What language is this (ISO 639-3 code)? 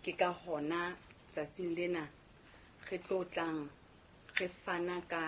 sot